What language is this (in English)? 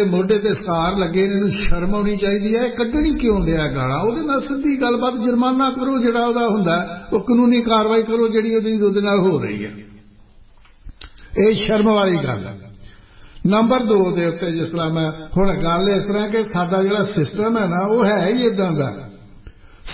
Punjabi